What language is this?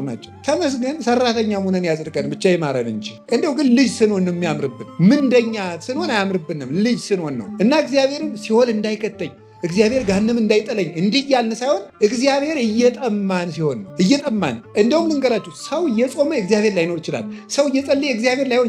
Amharic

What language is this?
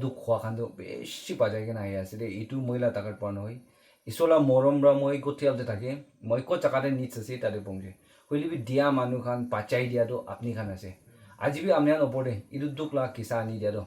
Naga Pidgin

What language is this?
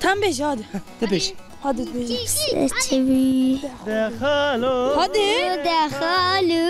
Zaza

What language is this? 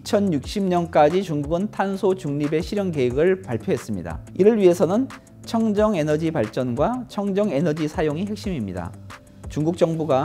Korean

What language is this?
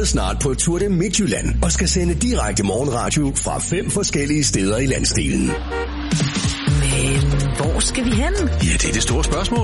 Danish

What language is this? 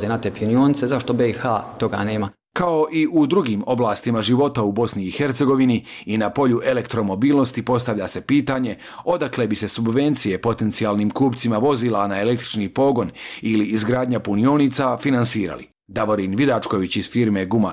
Bosnian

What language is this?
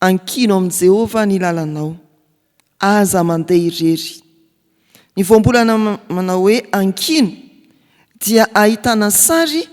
Malagasy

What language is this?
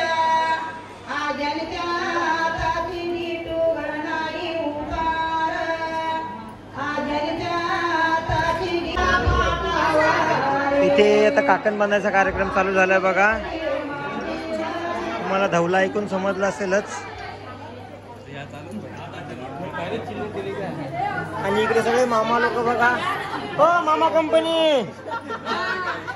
Marathi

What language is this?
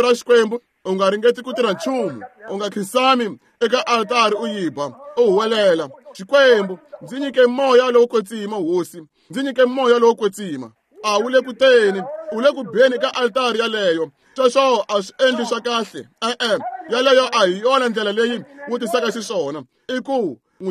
Tsonga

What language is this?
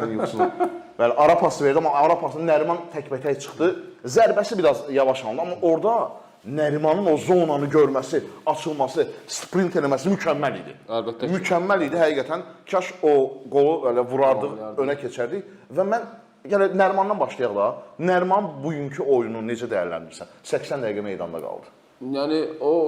Azerbaijani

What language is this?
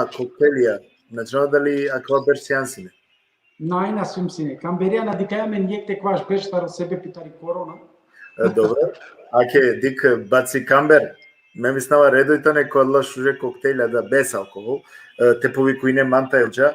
Balkan Romani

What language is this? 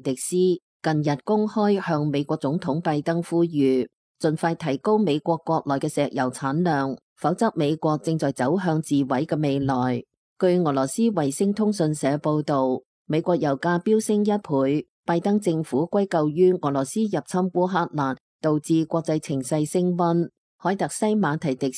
Cantonese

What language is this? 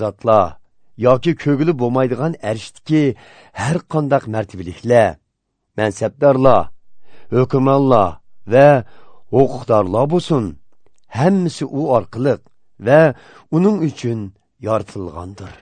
Uyghur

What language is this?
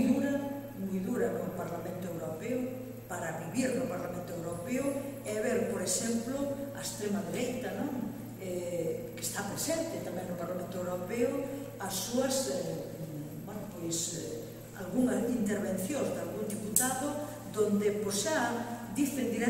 Galician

